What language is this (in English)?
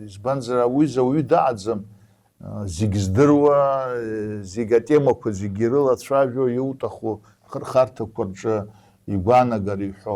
Abkhazian